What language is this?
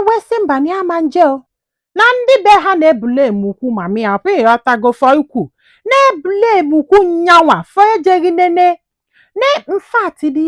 Igbo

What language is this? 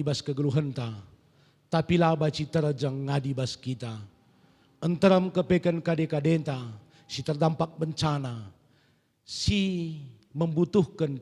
Batak Karo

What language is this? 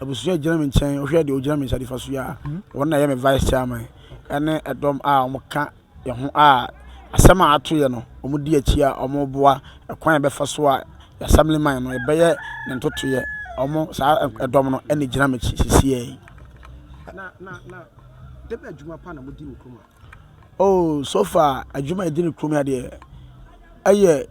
Akan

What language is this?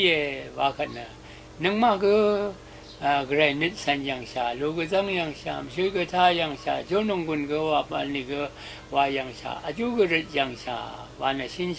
Rawang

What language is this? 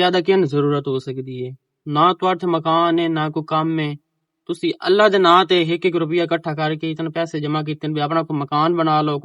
Western Panjabi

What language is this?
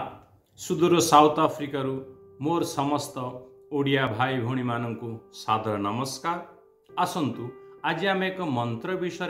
Odia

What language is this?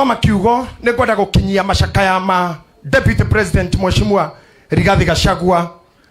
Kikuyu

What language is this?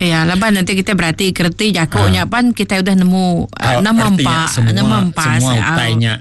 Iban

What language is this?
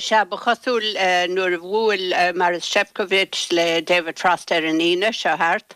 Irish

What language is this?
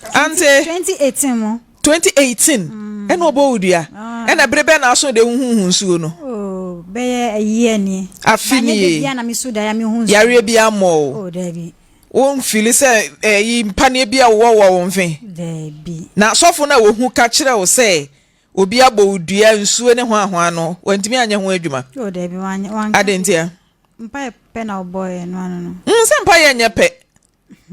Akan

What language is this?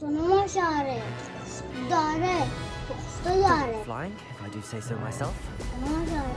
Kurdish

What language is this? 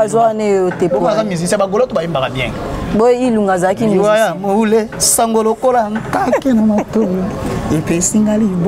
Lingala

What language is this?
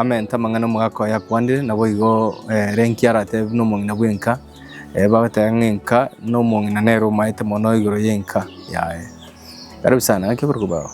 Gusii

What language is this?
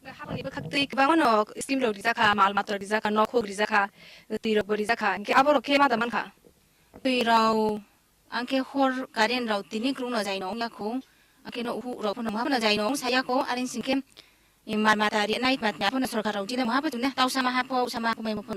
Kok Borok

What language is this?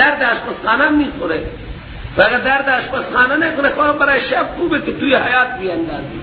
Persian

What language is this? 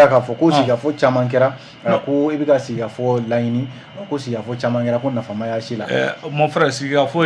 Bambara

